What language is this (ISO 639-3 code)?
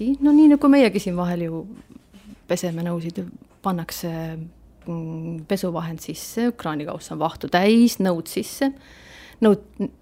est